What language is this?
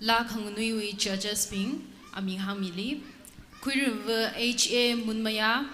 Tangkhul Naga (India)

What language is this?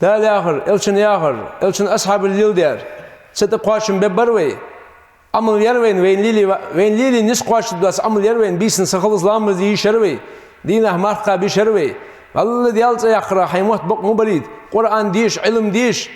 Ingush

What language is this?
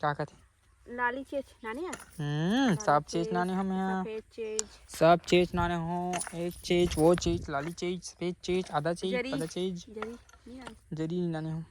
Chhattisgarhi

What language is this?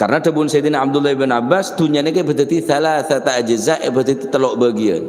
Madurese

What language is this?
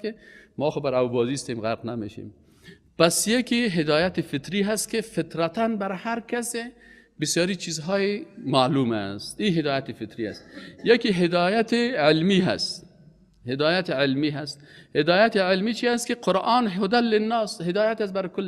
Persian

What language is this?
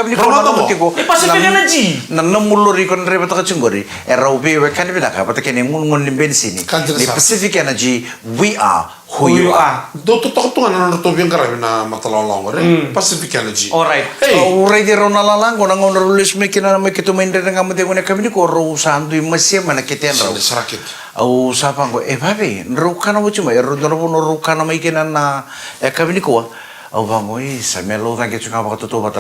Fijian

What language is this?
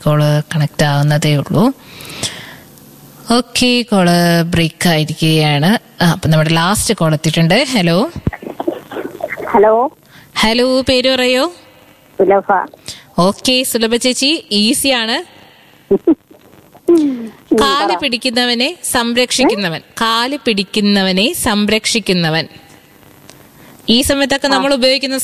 Malayalam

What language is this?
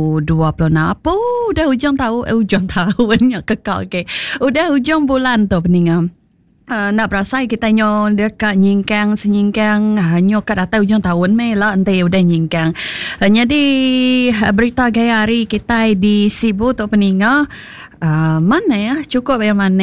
Iban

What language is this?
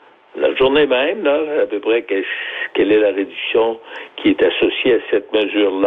French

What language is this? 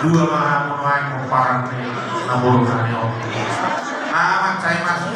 Batak Toba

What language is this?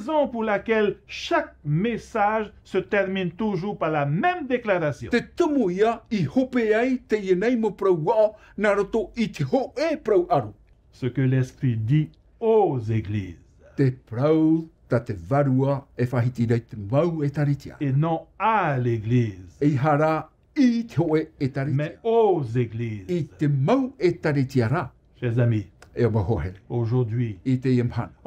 Tahitian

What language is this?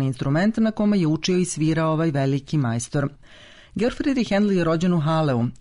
Serbian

